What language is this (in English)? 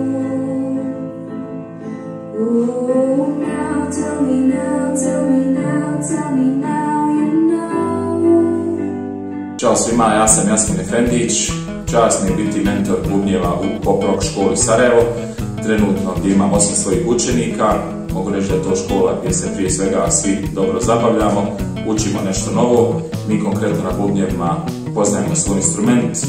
Bosnian